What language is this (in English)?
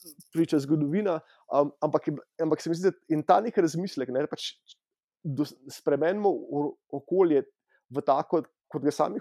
Slovenian